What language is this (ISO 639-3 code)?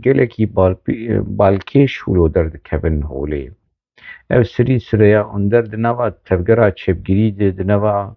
kur